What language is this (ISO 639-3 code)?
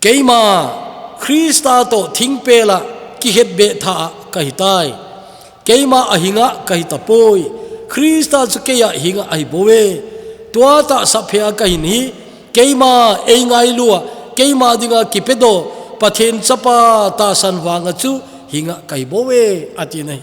tcz